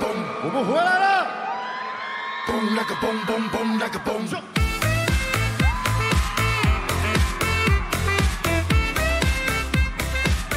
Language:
Chinese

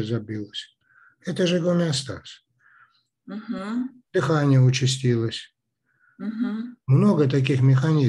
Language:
Russian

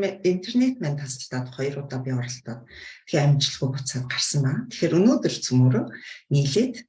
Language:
Mongolian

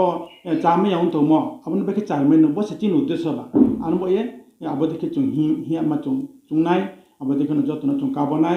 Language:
Riang (India)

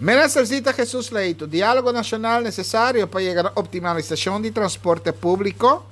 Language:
Papiamento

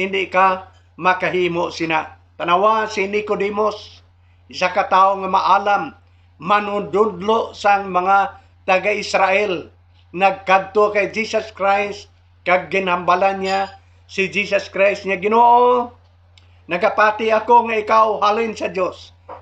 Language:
Hiligaynon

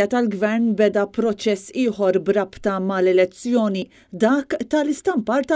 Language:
Maltese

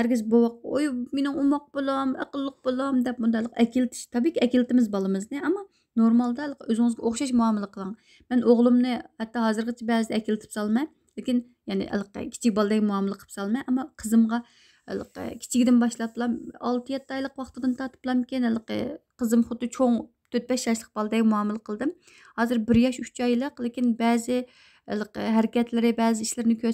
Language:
Uyghur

